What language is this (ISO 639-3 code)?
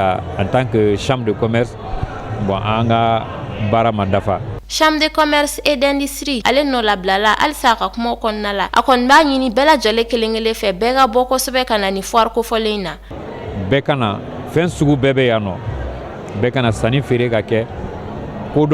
bam